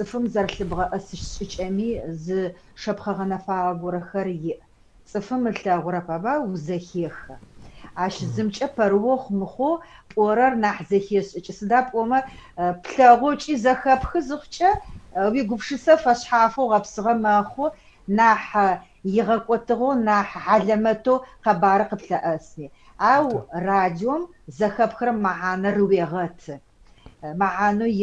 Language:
Adyghe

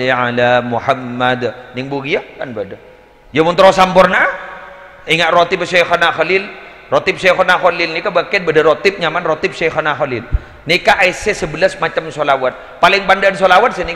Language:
Madurese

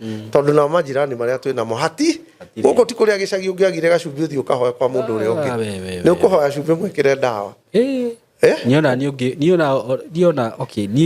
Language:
Kikuyu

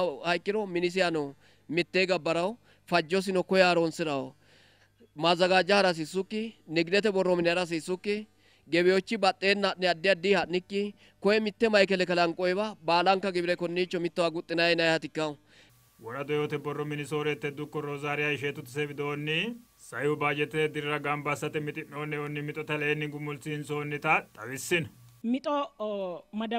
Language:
Sidamo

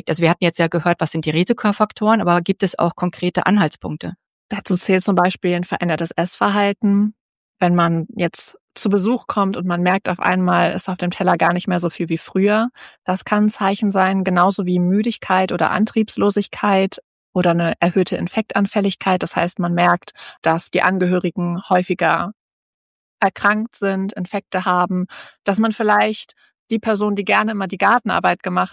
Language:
German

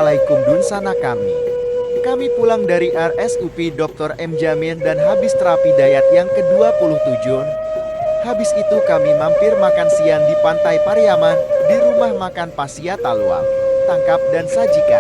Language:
Minangkabau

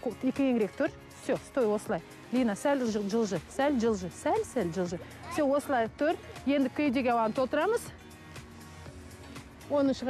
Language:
Kazakh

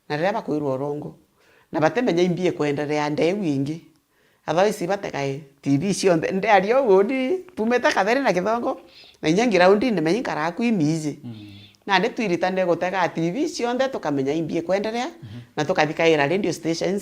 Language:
Meru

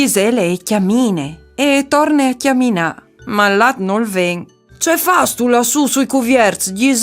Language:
Friulian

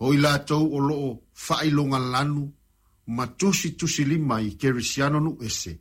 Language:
Samoan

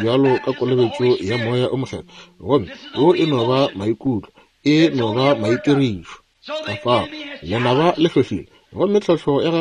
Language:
Northern Sotho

